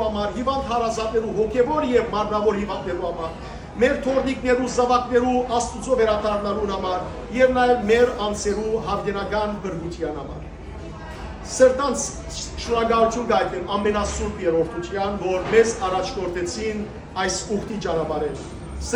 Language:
Western Armenian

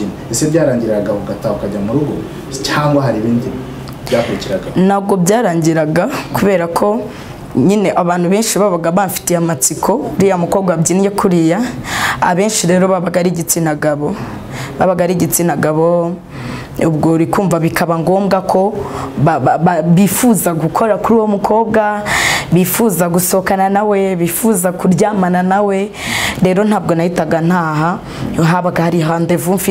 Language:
Kinyarwanda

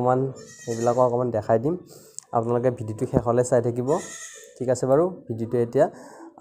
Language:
Assamese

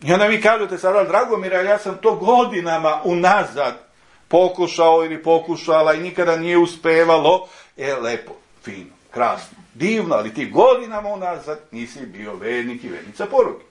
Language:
Serbian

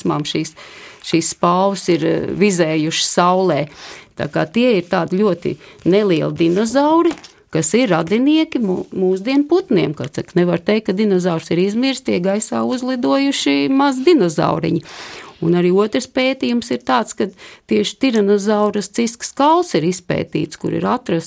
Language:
Latvian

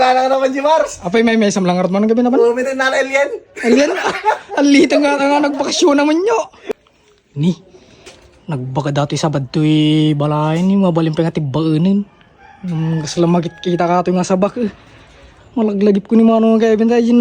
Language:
Iloko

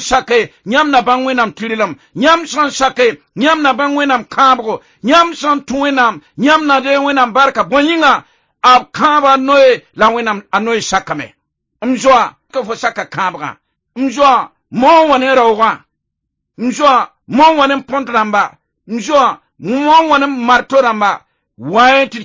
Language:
Mossi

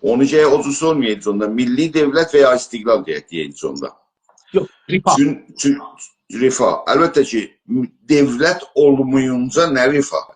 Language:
South Azerbaijani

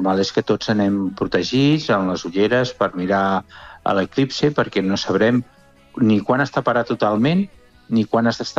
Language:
Catalan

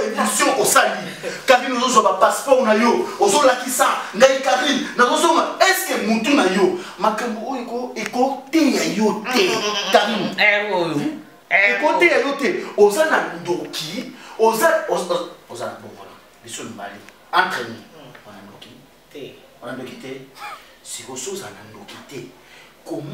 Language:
Lingala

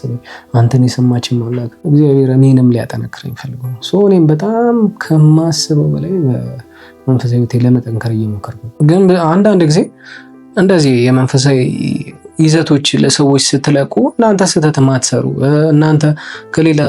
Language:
Amharic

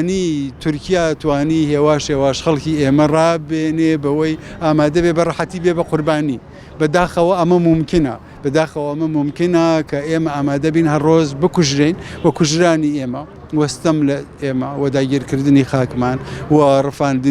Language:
Central Kurdish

